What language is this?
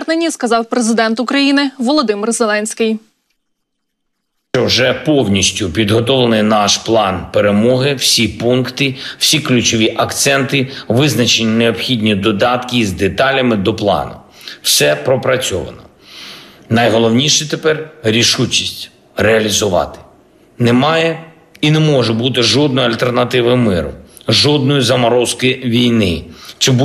Ukrainian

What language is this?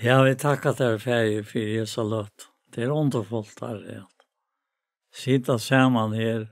Faroese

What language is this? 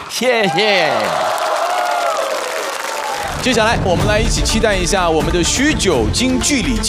Chinese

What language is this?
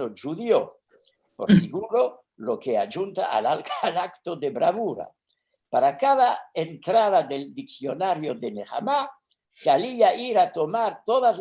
Ladino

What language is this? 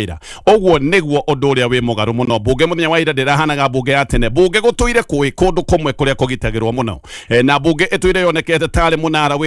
Kikuyu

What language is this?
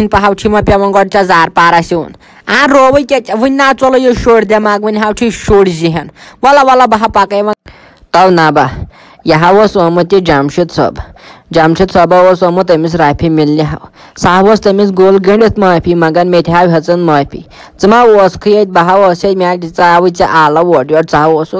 Kashmiri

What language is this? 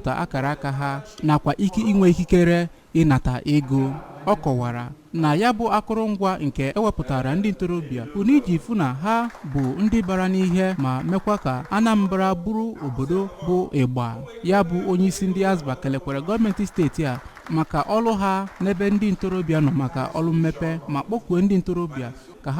Igbo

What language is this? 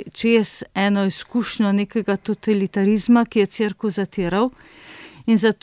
Slovenian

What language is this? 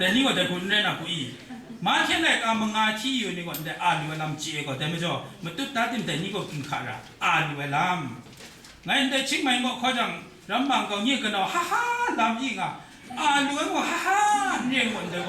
Kachin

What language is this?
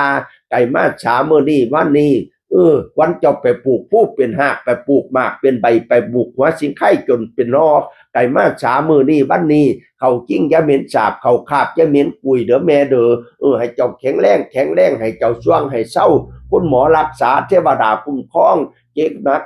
Northeastern Thai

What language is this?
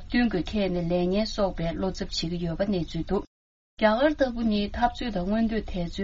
Tibetan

